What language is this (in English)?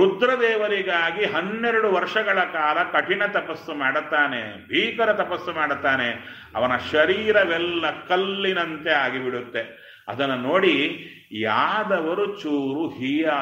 Kannada